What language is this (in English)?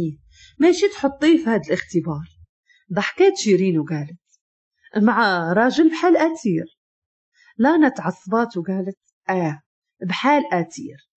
Moroccan Arabic